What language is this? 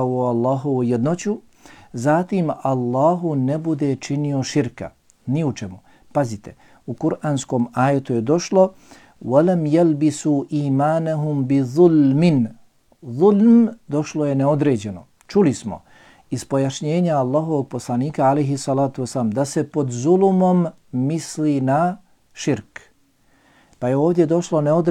Bosnian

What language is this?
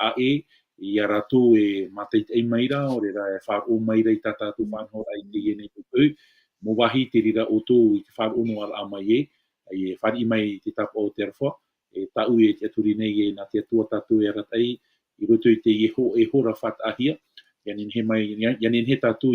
Tahitian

